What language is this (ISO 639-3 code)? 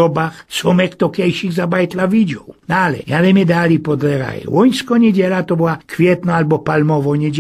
szl